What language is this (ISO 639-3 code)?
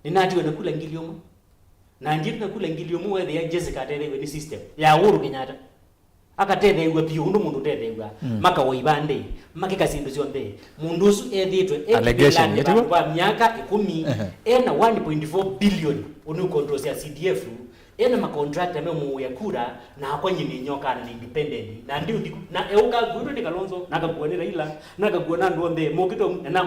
kam